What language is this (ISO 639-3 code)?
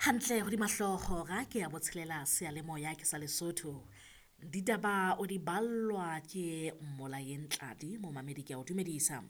sot